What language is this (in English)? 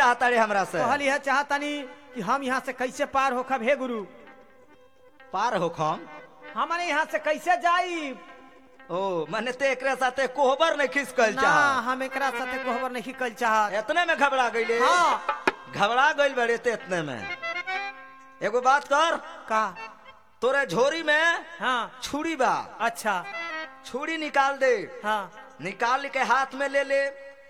Bhojpuri